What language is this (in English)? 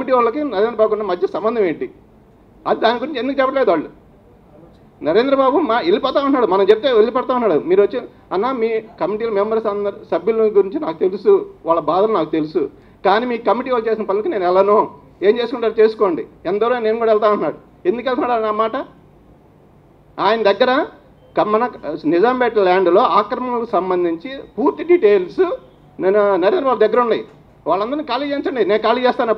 Telugu